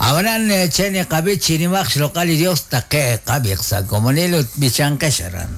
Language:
Kekchí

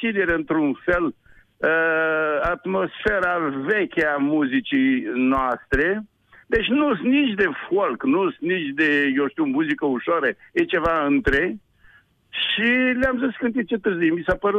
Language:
Romanian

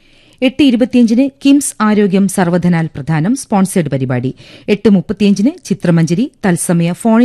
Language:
Malayalam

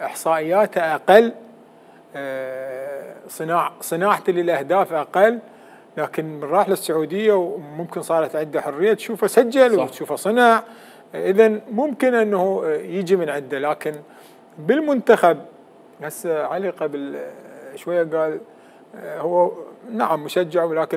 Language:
Mesopotamian Arabic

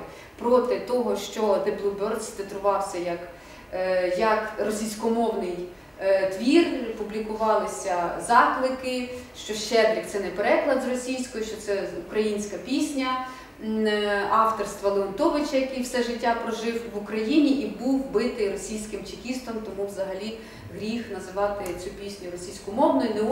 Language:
Ukrainian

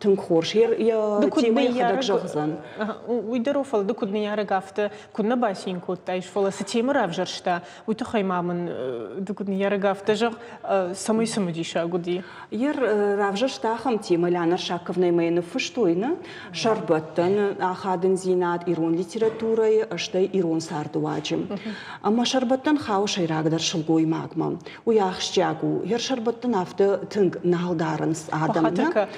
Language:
Ossetic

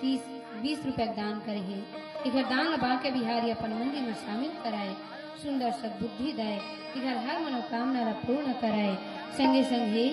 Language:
Chhattisgarhi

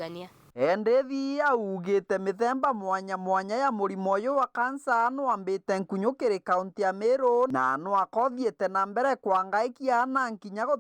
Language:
Meru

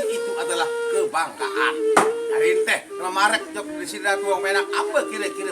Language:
Sasak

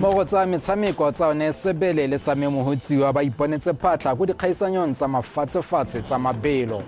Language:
Tswana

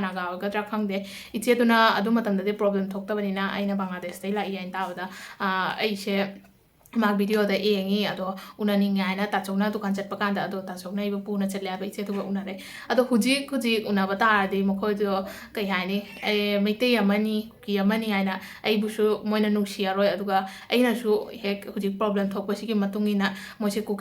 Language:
Manipuri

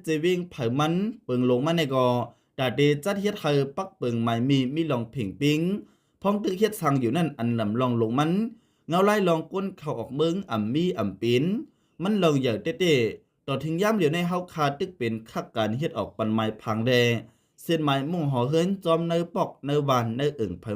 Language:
Shan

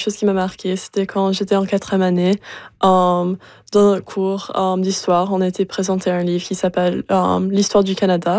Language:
French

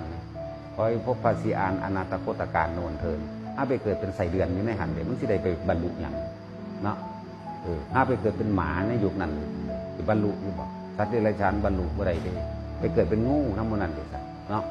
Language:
Northeastern Thai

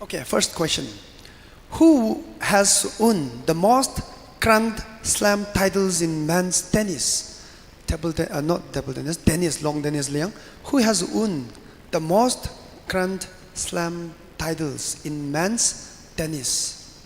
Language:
Tangkhul Naga (India)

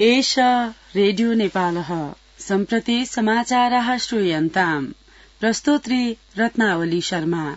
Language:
Sanskrit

